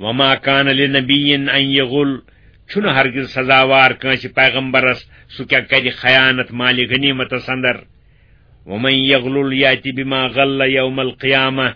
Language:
Kashmiri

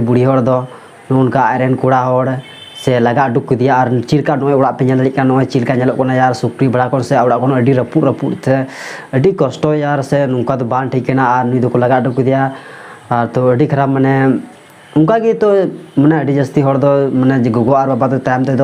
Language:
Santali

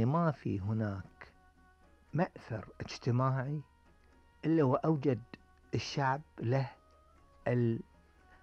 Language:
Gulf Arabic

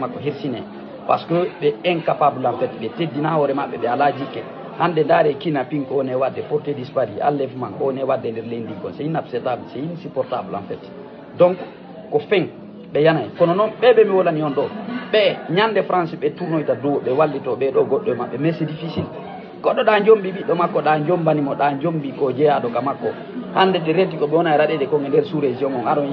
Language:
Fula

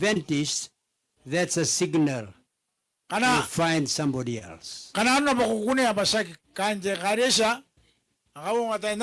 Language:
Gilbertese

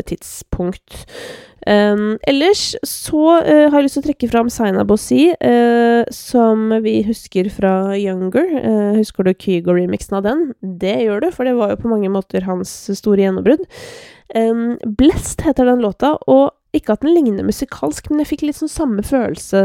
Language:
Norwegian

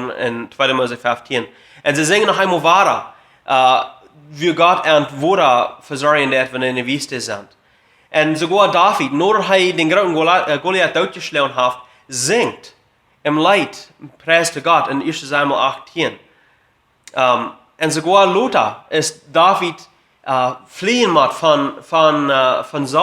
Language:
Plautdietsch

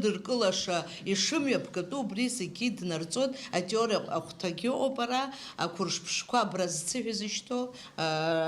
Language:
Abkhazian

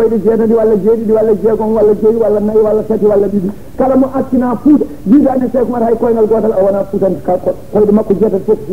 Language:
Fula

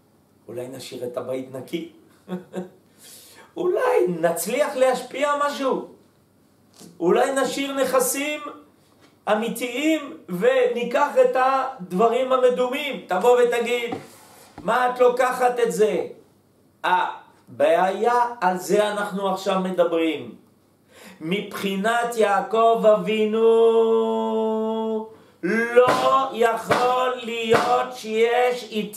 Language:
Hebrew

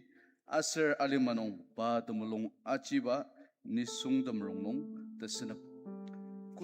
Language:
Ao Naga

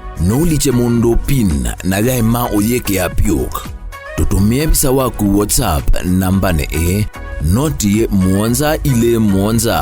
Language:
Kamba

